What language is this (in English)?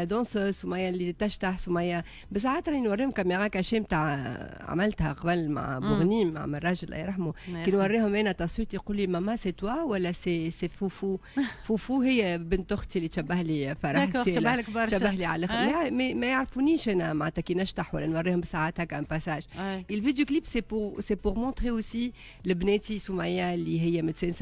Tunisian Arabic